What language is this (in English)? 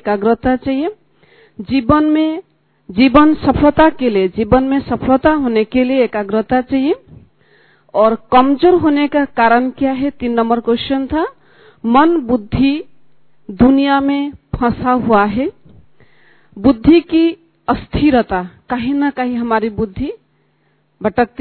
Hindi